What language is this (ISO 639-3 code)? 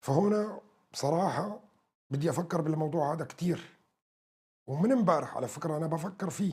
apc